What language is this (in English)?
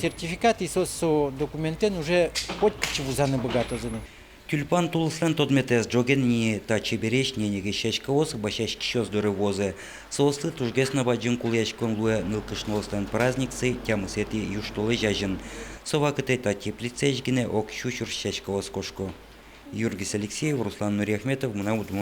Udmurt